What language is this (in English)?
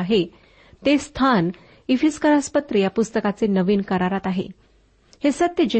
Marathi